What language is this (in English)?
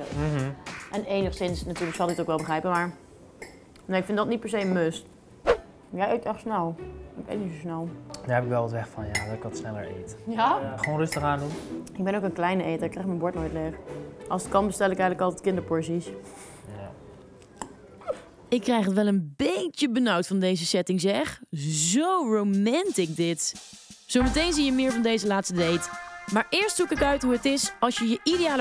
Dutch